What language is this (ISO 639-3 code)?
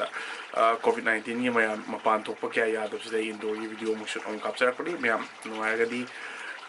mni